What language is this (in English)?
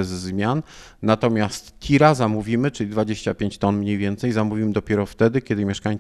Polish